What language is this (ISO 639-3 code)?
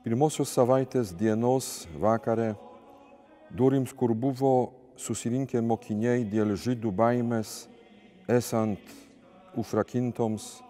lit